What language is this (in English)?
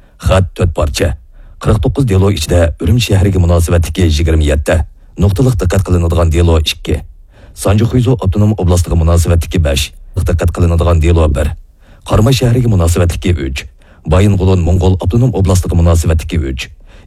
Uyghur